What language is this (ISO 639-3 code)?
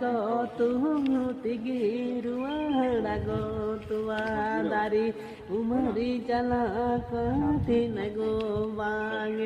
sat